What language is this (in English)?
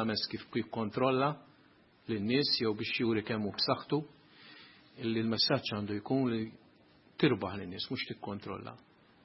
Maltese